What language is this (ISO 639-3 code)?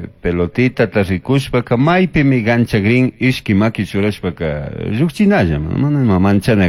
qug